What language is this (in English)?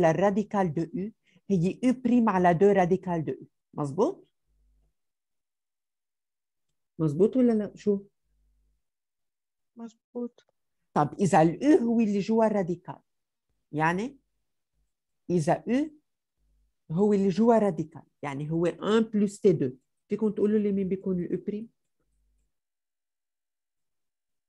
North Levantine Arabic